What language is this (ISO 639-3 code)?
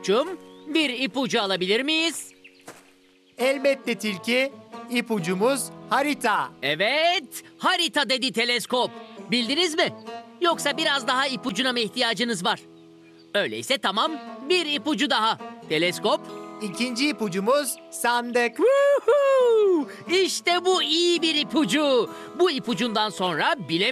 tur